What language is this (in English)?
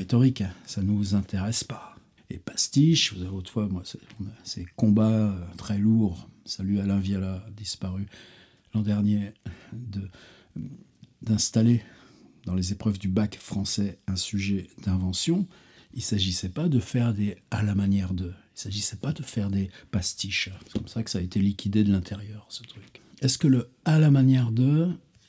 French